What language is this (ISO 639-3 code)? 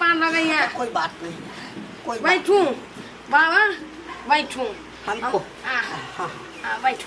mai